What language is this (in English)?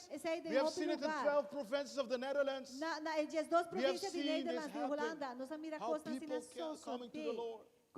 Papiamento